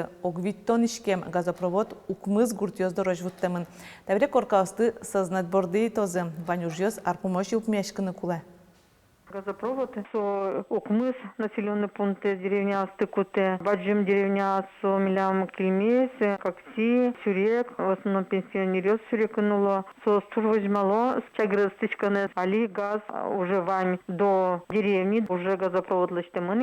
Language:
Udmurt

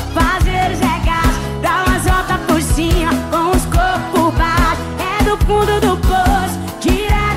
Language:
Portuguese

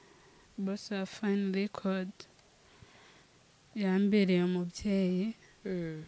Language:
Kinyarwanda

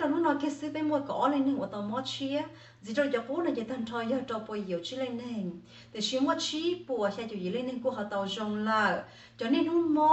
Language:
Hmong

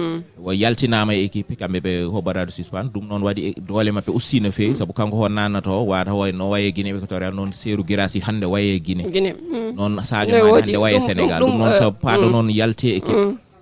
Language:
Fula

